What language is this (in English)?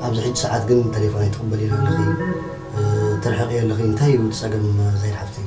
Tigrinya